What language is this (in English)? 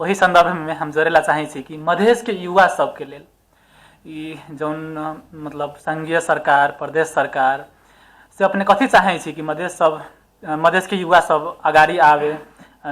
Maithili